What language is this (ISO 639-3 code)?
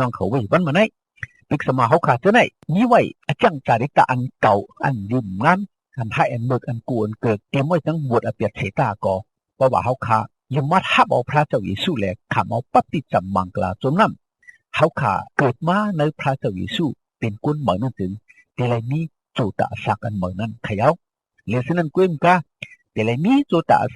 shn